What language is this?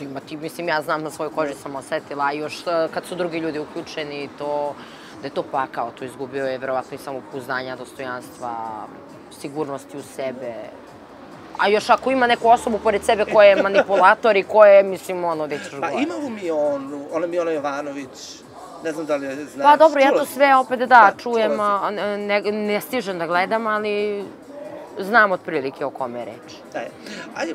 Serbian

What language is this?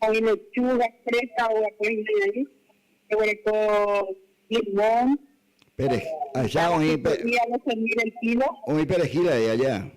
Guarani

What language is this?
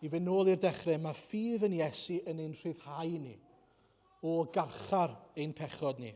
Welsh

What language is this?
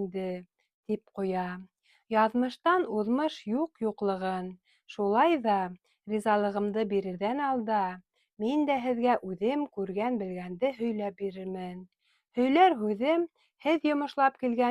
Bashkir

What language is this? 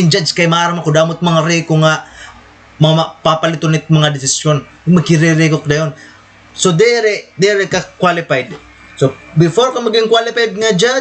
Waray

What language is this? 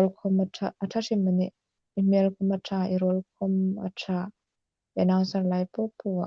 Hmar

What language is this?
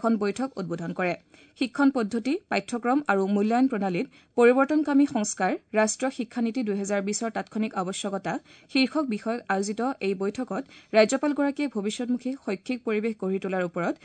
Assamese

